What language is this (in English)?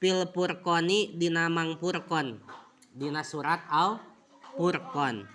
Sundanese